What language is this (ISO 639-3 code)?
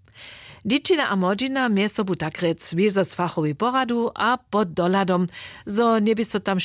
hsb